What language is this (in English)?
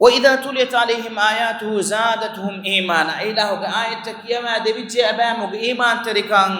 Divehi